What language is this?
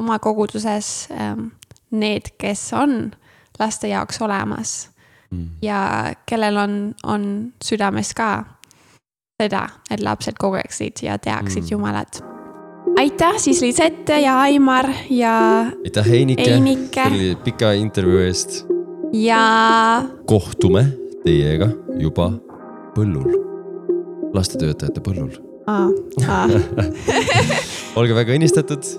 Estonian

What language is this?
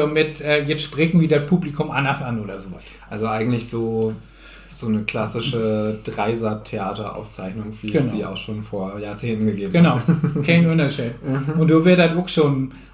Low German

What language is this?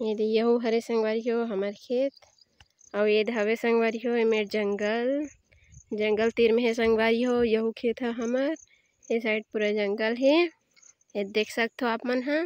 Chhattisgarhi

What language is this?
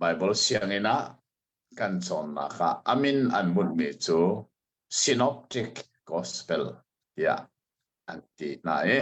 Hakha Chin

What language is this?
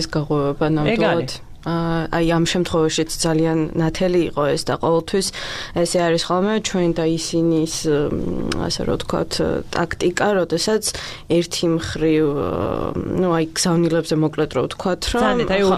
Georgian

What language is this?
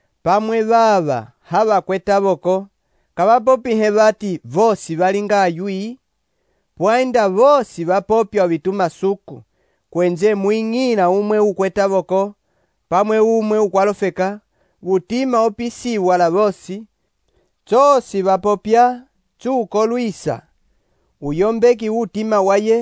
Umbundu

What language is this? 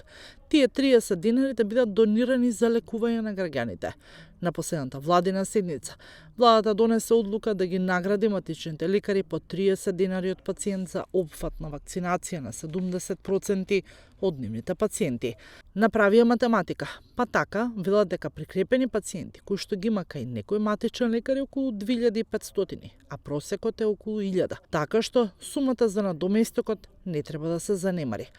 Macedonian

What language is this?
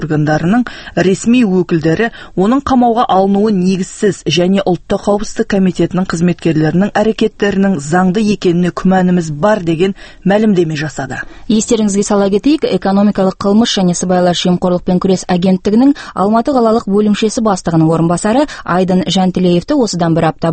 Kazakh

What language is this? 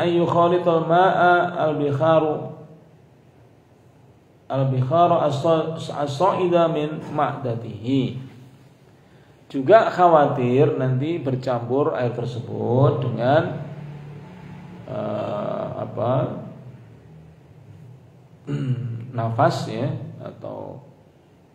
Indonesian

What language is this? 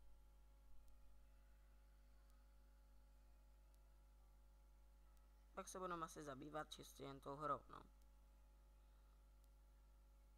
Czech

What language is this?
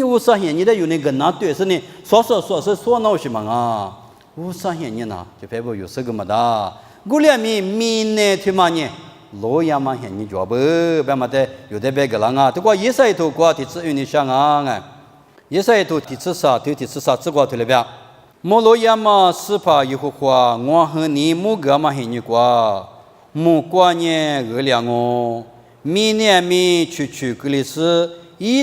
Lisu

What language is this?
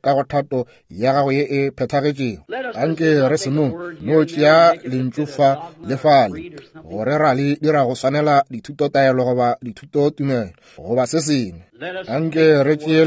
Northern Sotho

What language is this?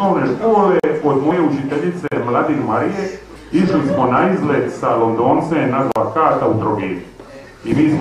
Croatian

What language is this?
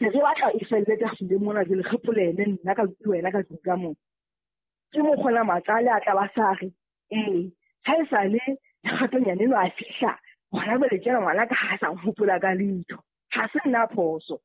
Southern Sotho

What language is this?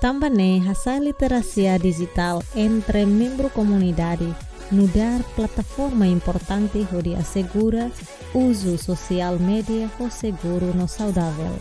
Tetum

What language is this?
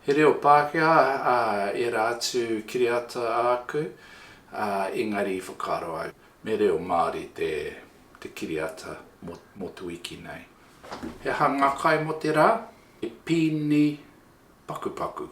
Māori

